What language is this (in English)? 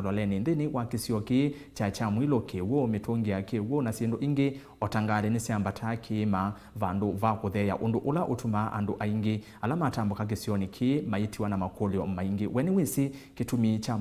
Kamba